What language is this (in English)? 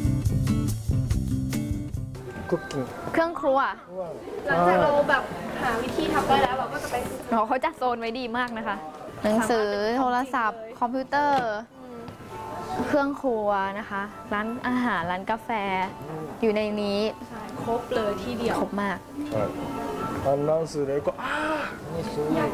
Thai